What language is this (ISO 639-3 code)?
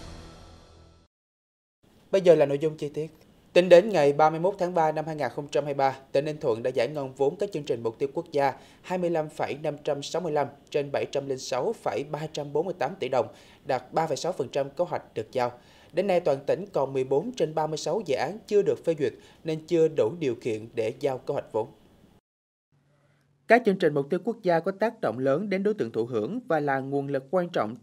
vie